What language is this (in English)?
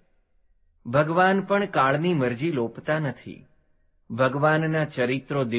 Gujarati